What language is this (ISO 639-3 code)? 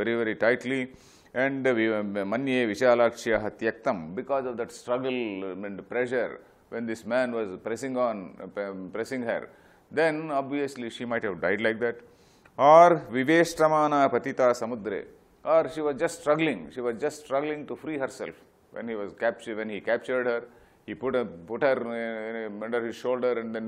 eng